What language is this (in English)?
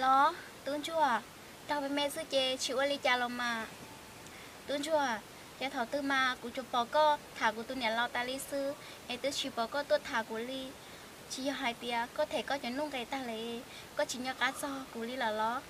Hmong